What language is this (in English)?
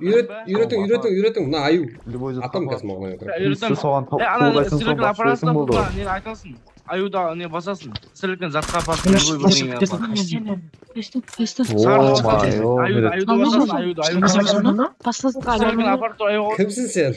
Kara-Kalpak